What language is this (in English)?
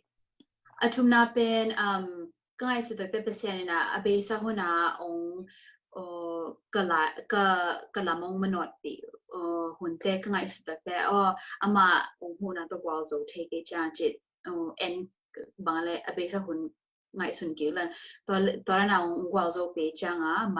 Tedim Chin